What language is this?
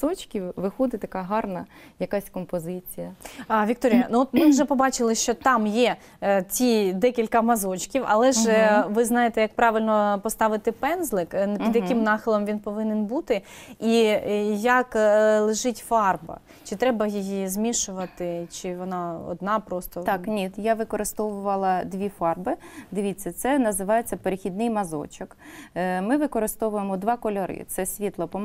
Ukrainian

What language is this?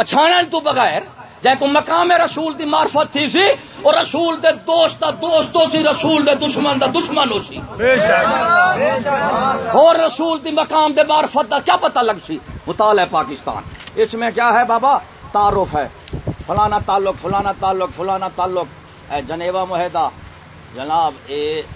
Saraiki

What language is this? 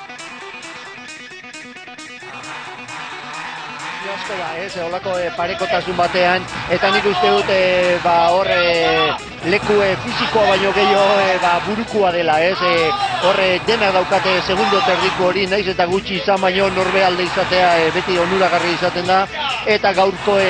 Basque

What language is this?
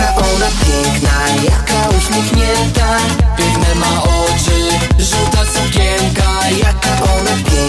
Polish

